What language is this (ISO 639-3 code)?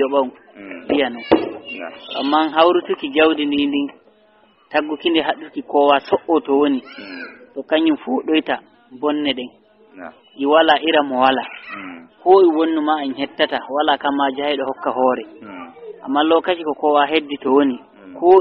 ful